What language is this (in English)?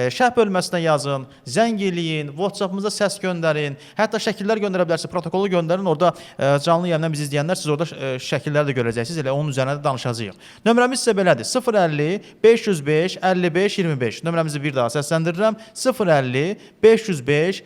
Azerbaijani